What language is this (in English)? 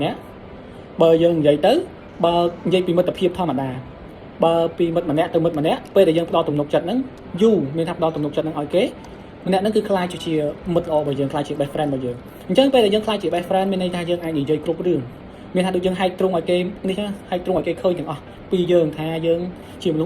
Khmer